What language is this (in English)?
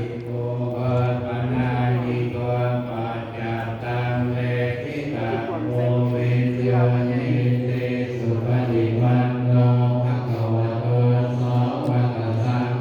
Pali